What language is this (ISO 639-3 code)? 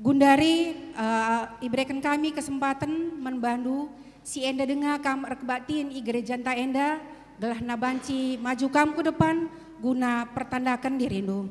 btx